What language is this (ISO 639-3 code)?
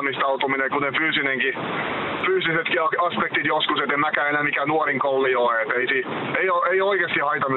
fin